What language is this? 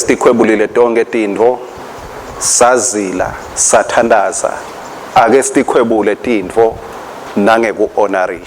Swati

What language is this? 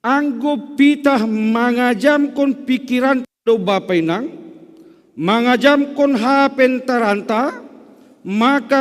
Batak Simalungun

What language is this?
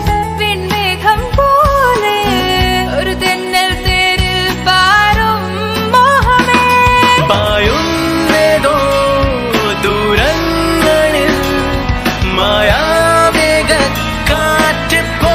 Malayalam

